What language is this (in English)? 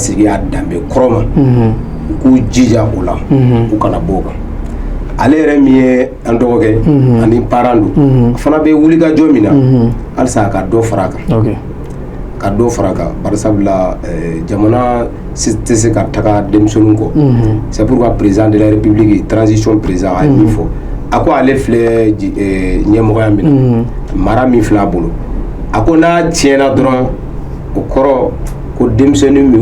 Bambara